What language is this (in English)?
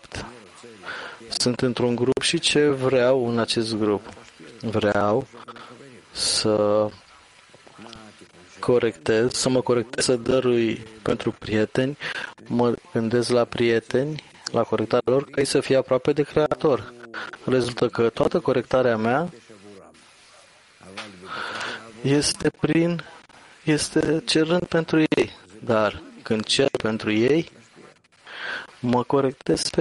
Romanian